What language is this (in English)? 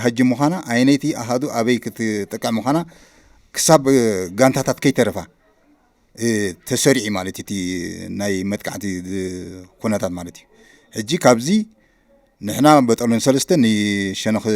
Tigrinya